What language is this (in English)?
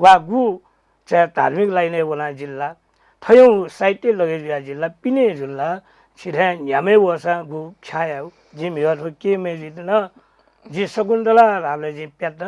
Newari